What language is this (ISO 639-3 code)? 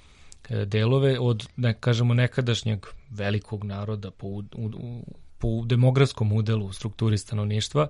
srp